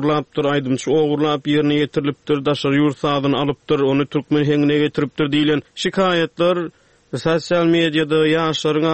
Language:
Turkmen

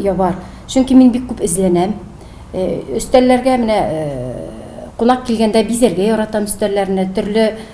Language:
Tatar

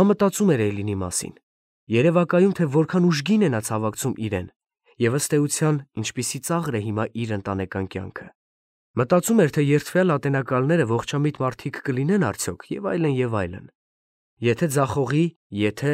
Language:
Armenian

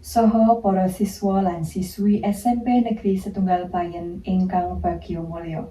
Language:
Javanese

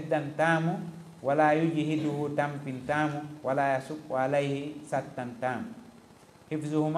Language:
Fula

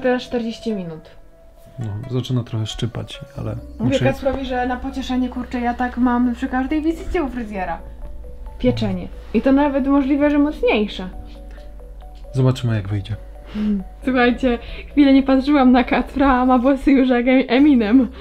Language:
Polish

